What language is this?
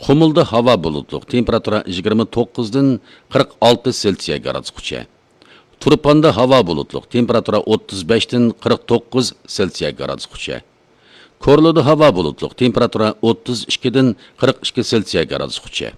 Uyghur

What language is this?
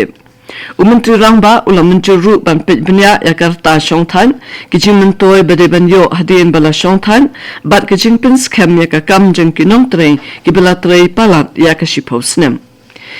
Khasi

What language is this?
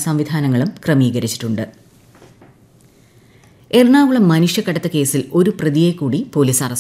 Malayalam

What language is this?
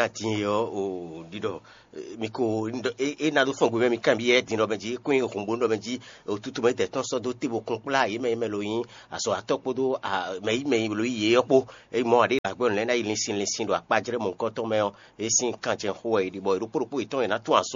Fon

